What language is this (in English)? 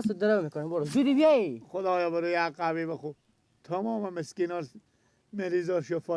Persian